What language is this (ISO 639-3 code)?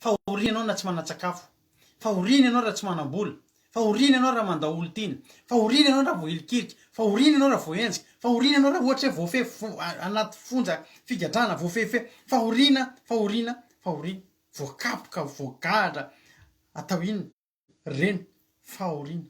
mlg